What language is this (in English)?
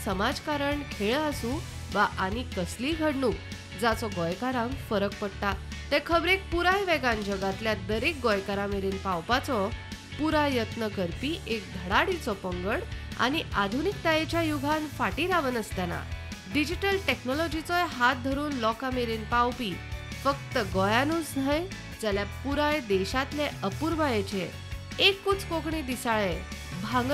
Konkani